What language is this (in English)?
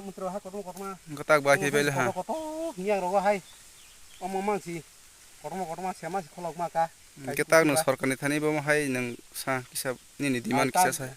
Kok Borok